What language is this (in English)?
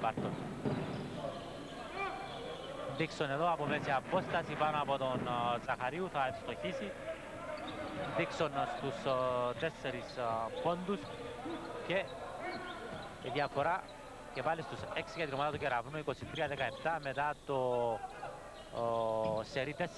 Greek